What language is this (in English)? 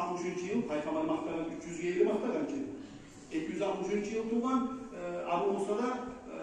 Kumyk